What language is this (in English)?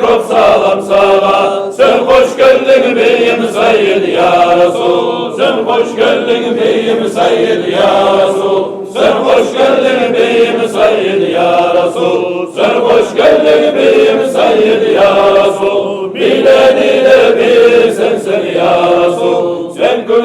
Kumyk